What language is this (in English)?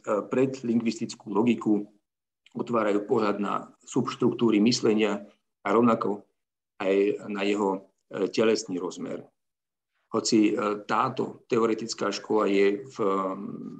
Slovak